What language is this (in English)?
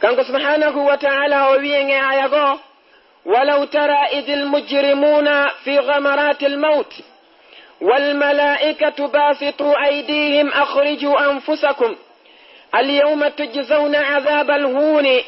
Fula